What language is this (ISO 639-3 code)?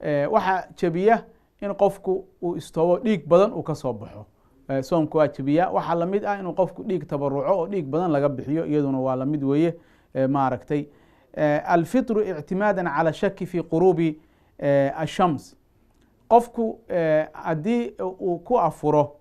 som